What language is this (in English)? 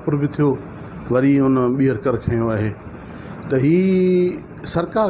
Sindhi